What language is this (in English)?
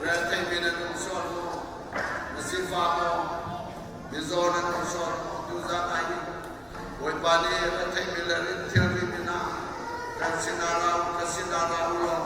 Hakha Chin